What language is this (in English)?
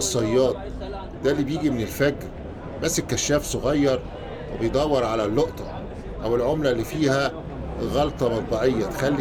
Egyptian Arabic